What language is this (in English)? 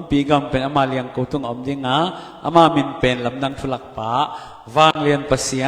Tedim Chin